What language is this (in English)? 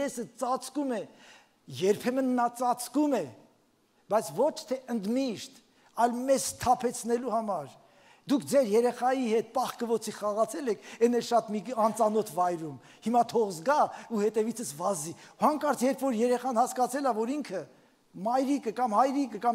Armenian